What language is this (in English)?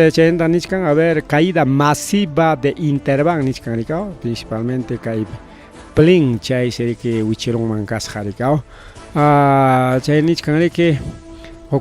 Ayacucho Quechua